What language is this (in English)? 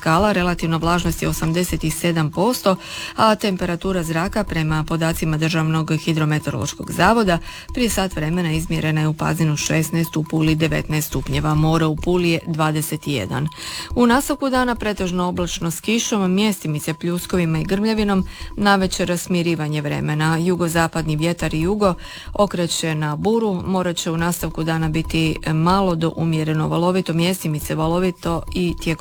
Croatian